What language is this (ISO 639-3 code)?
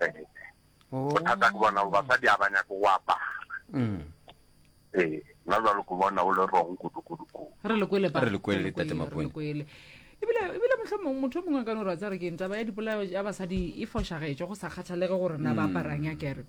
nso